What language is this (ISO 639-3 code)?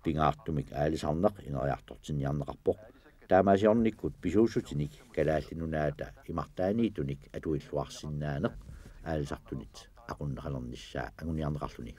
kal